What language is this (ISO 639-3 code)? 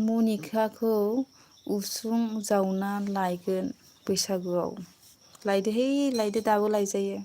brx